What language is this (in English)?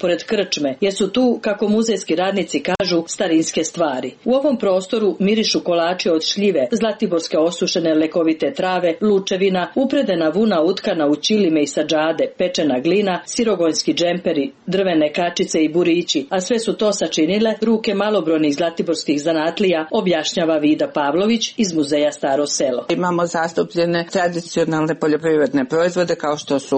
Serbian